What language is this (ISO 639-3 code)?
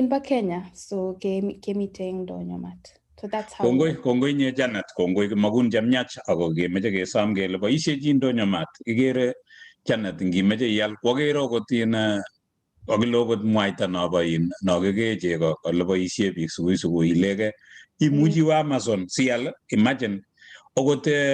kln